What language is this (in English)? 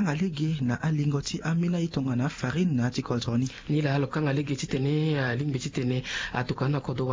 Sango